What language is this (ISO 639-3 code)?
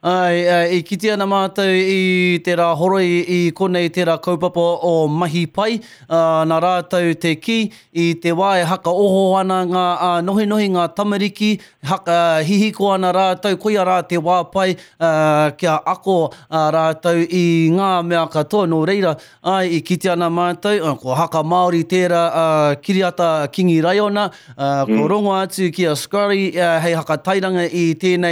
mri